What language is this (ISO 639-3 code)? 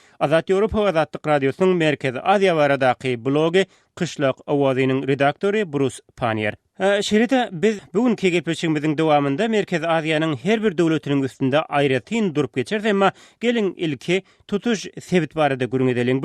tuk